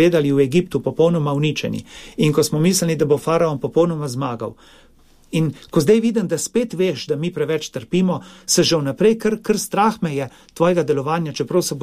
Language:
Slovenian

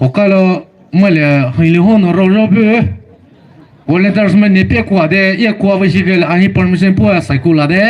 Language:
Poumei Naga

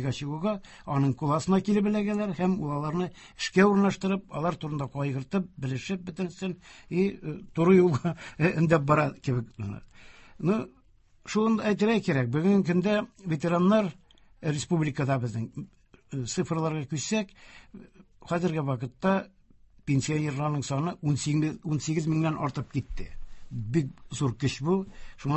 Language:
Tatar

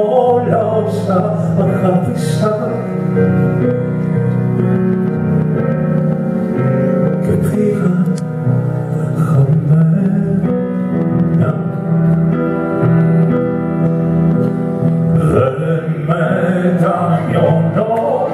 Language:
Greek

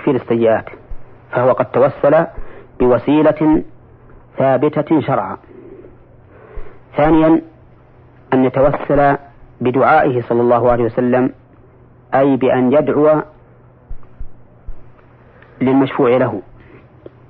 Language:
Arabic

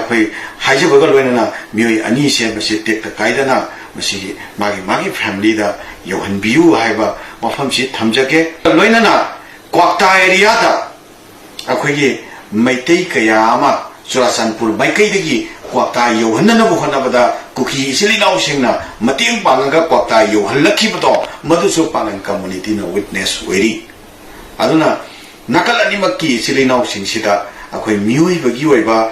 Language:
Manipuri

